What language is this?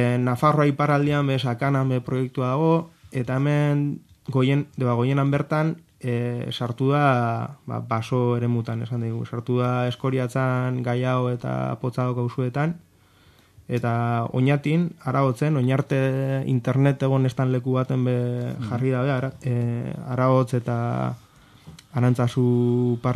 Basque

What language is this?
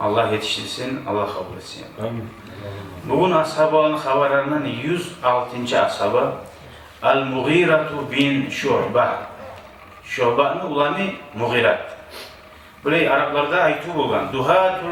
Kumyk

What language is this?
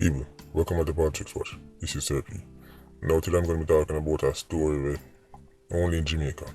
Jamaican Creole English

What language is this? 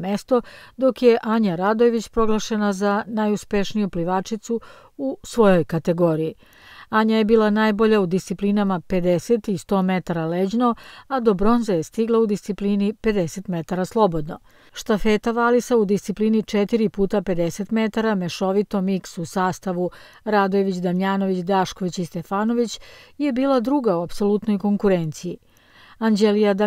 Serbian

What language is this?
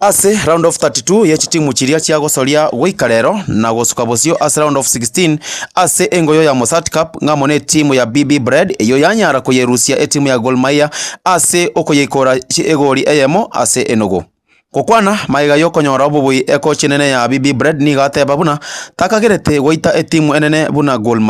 Gusii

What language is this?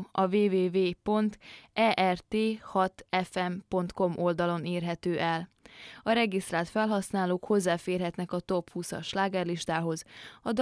Hungarian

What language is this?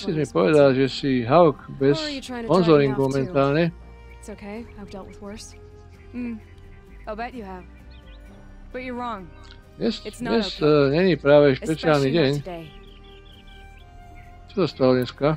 Slovak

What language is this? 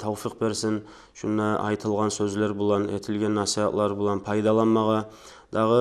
Kumyk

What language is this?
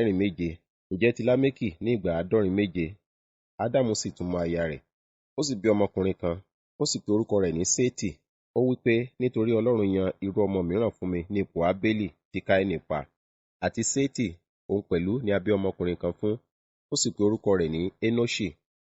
Yoruba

